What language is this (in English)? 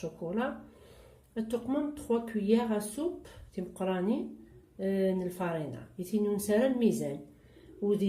Kabyle